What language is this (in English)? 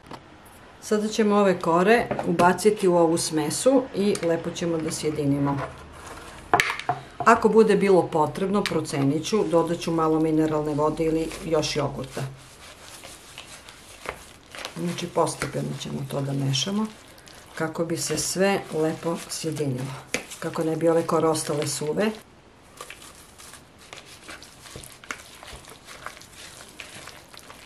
Serbian